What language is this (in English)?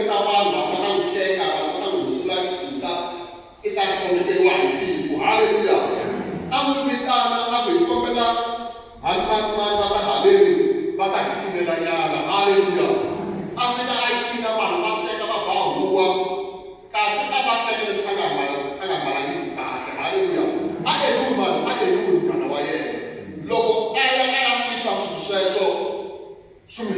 Tsonga